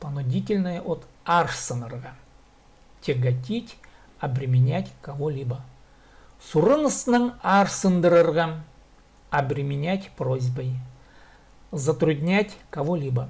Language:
Khakas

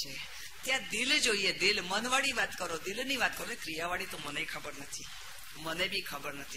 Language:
Gujarati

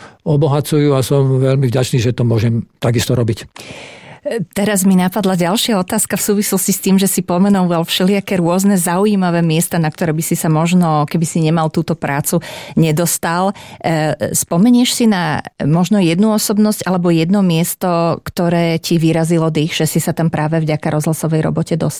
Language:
Slovak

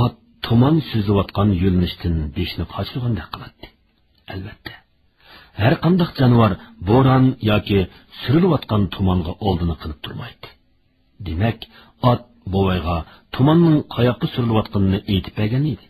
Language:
Uyghur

